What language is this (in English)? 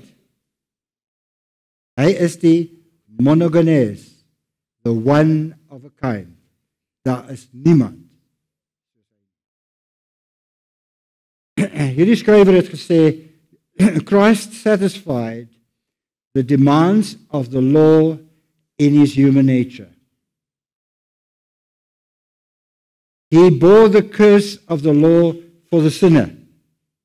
Afrikaans